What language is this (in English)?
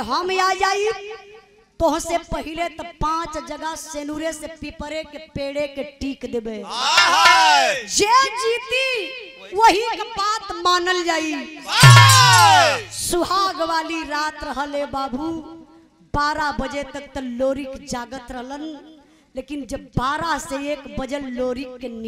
Bhojpuri